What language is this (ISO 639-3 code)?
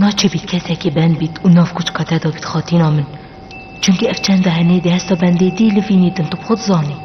kur